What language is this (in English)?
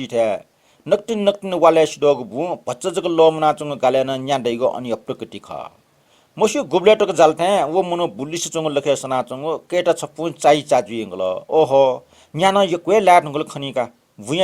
Newari